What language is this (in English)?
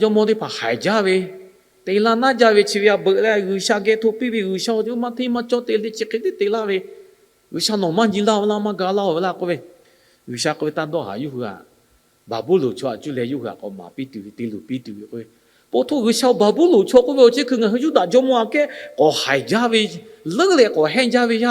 Lahu